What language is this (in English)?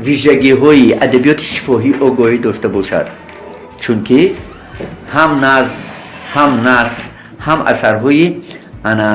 Tajik